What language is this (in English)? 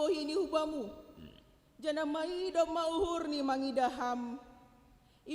Batak Simalungun